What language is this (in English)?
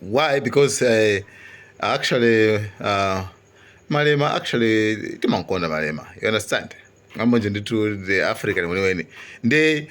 Nyanja